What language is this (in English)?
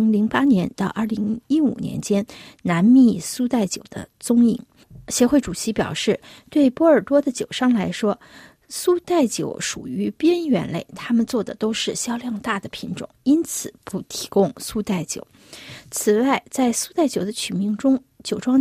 Chinese